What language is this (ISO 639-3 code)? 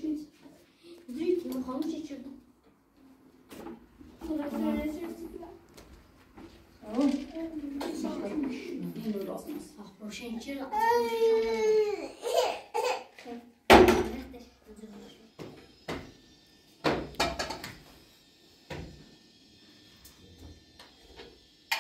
fas